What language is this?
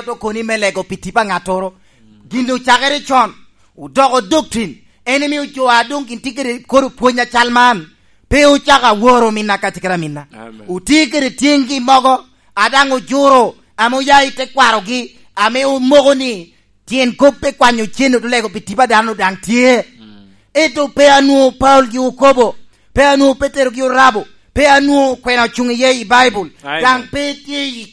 Lango (Uganda)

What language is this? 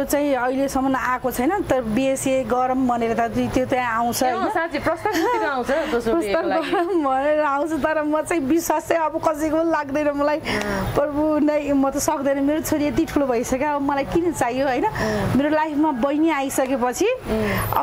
Nepali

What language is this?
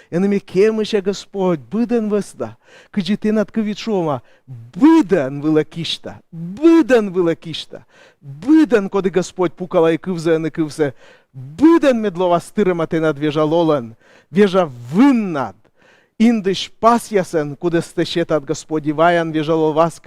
Komi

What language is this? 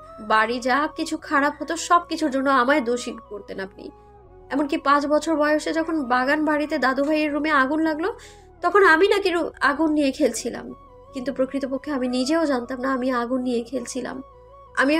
Bangla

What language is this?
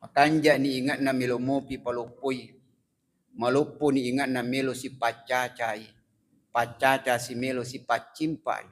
Buginese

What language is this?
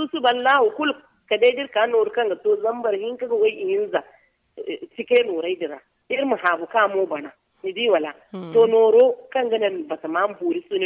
Zarma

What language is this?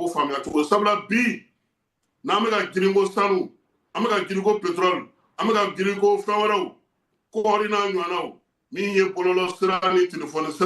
Bambara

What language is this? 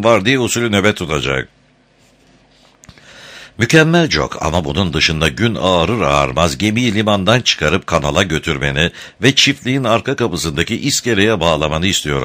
Turkish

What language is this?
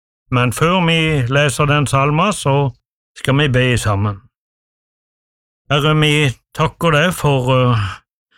Norwegian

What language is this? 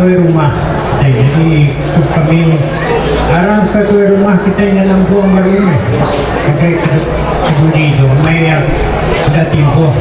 Iban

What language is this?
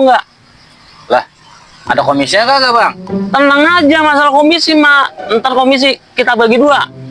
Betawi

